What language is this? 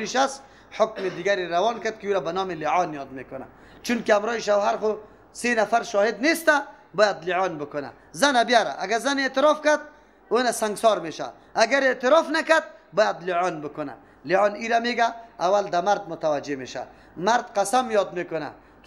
Persian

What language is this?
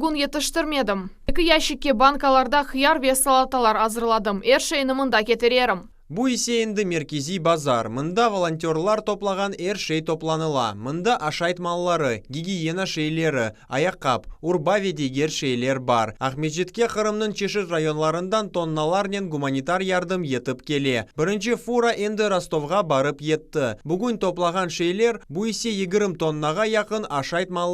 Crimean Tatar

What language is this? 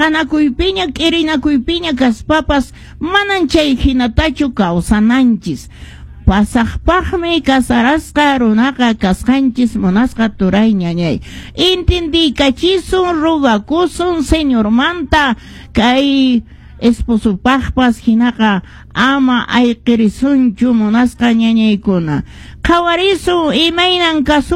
Quechua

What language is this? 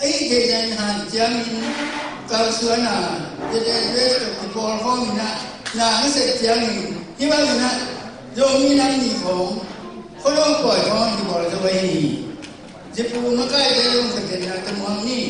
Tedim Chin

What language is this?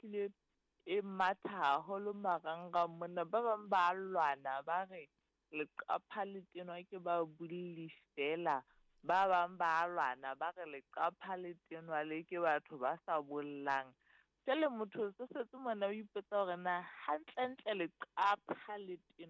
Southern Sotho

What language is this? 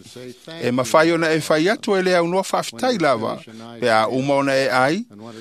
Samoan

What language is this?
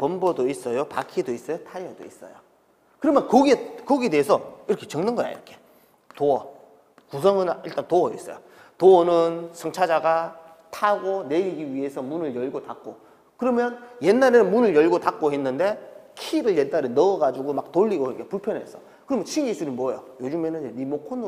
Korean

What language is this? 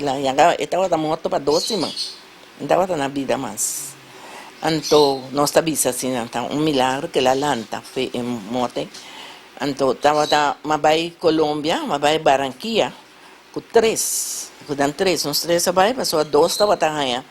Papiamento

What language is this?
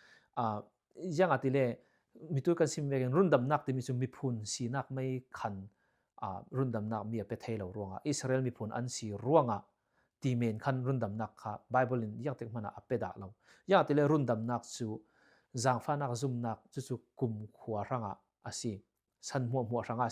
Falam Chin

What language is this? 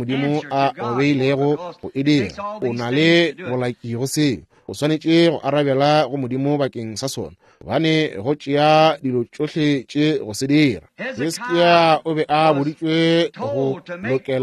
Northern Sotho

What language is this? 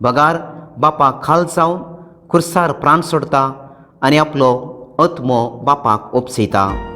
Konkani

